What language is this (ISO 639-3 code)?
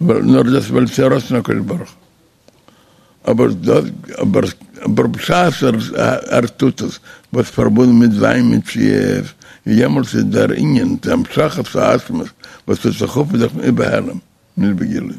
yid